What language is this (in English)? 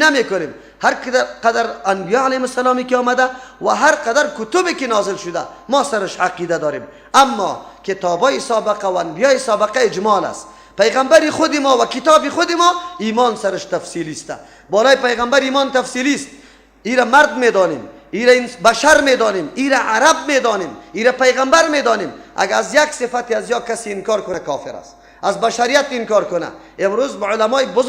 Persian